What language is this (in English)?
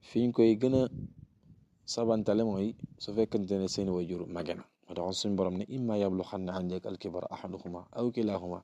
Wolof